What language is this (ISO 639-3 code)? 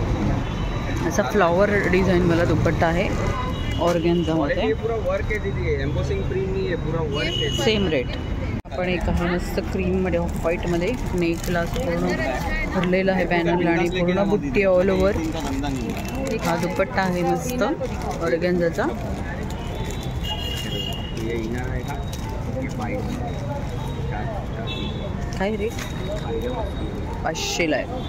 mar